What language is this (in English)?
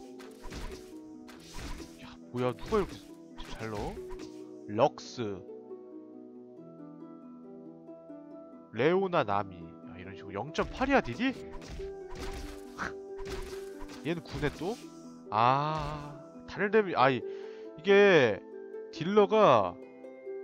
Korean